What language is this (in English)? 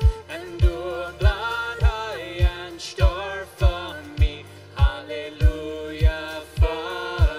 Plautdietsch